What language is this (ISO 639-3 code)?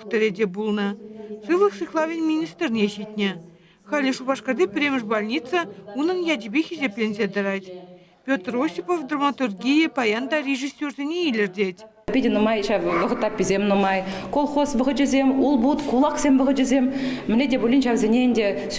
chv